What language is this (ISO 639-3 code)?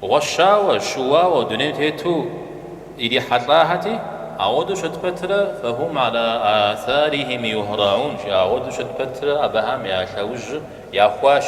kbd